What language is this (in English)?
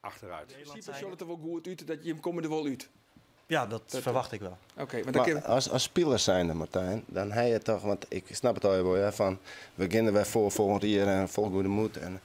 Western Frisian